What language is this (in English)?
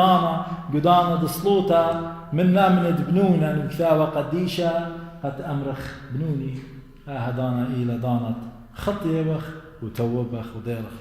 Assyrian Neo-Aramaic